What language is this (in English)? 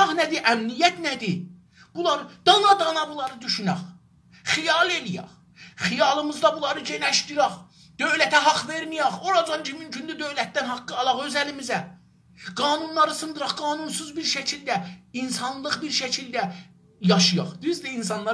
South Azerbaijani